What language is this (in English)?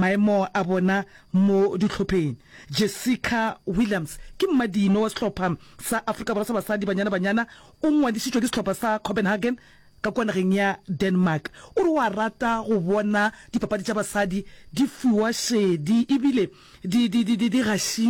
Northern Sotho